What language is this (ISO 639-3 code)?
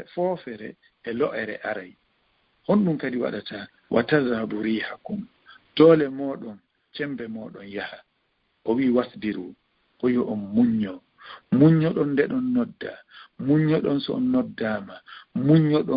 ful